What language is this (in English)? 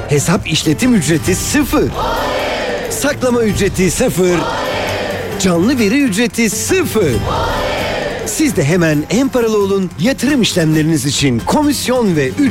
Turkish